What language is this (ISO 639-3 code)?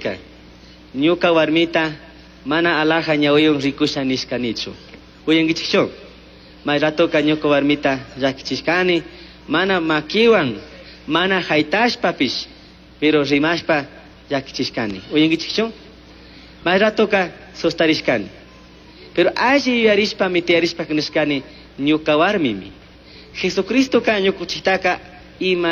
qug